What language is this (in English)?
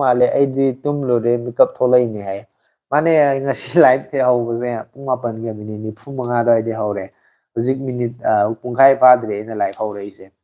Manipuri